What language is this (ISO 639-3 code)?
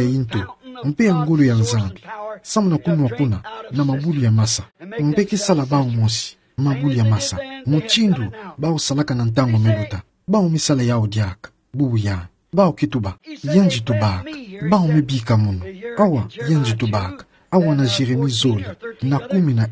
ktu